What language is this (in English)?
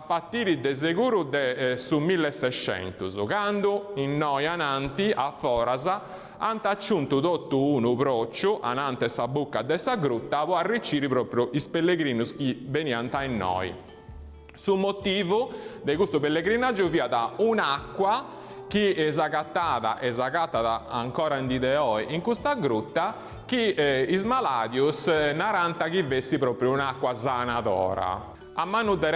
Sardinian